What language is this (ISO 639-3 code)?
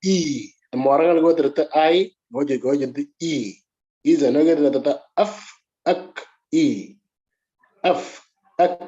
mor